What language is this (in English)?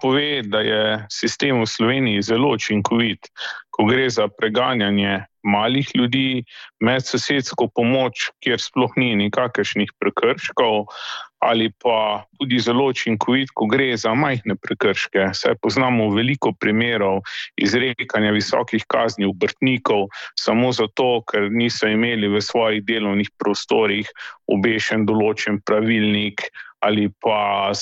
Slovenian